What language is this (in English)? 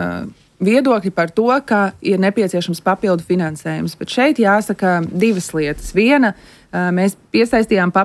Latvian